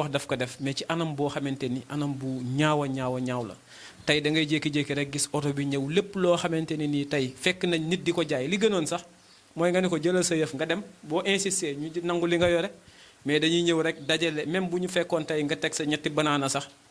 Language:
Wolof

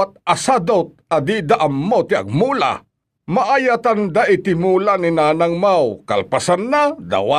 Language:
Iloko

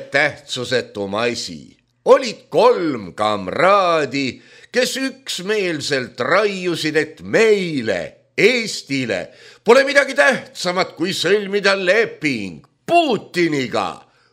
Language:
Estonian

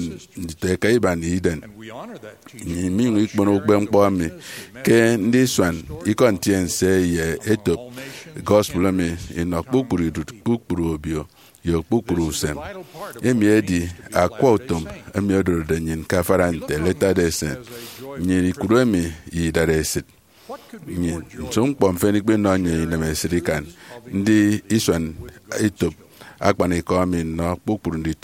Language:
Efik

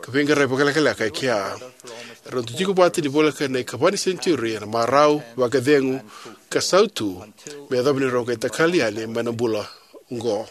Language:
Fijian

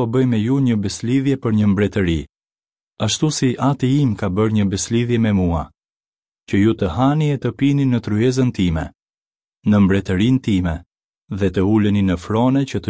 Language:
Albanian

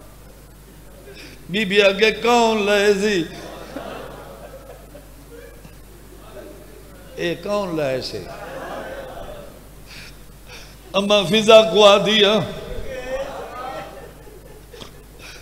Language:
Urdu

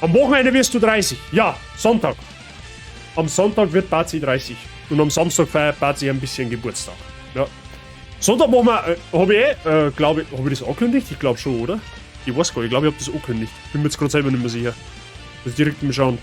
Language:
Bavarian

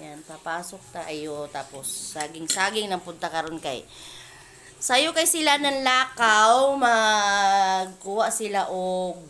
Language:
Cebuano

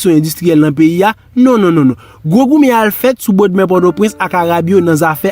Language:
Haitian Creole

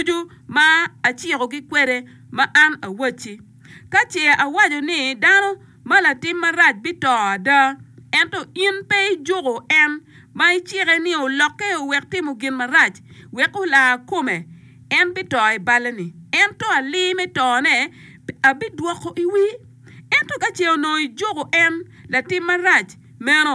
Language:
Acoli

